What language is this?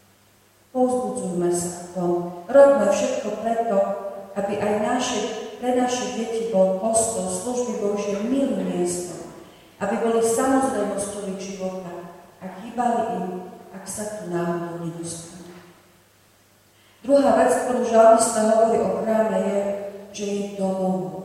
Slovak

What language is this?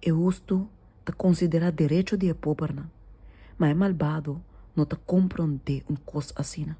Papiamento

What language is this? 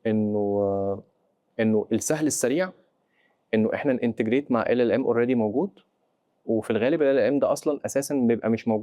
Egyptian Arabic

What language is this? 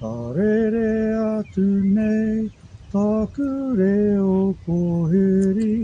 Māori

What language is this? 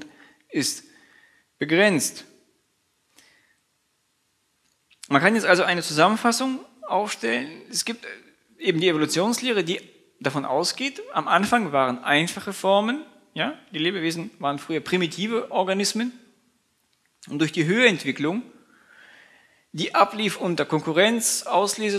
German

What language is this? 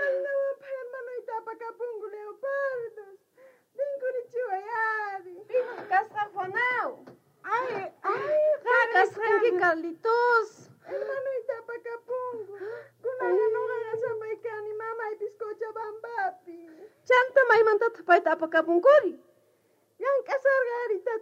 South Bolivian Quechua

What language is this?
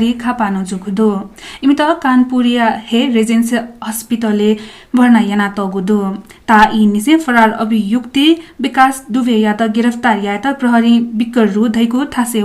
Newari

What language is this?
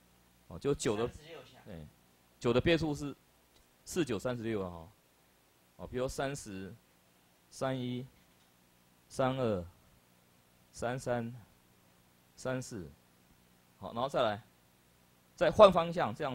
Chinese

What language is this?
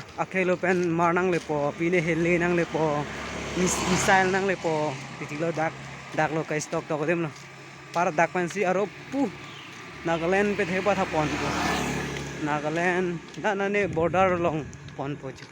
Karbi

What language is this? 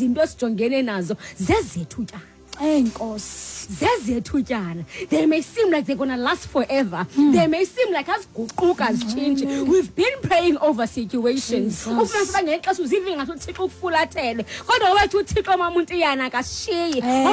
Xhosa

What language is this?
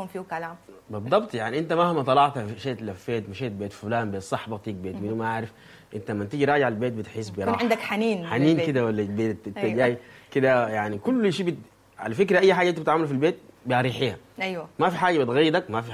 Sudanese Arabic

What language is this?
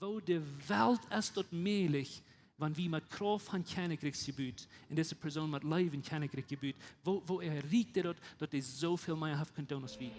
Plautdietsch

